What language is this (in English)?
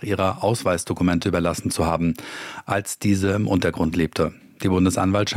German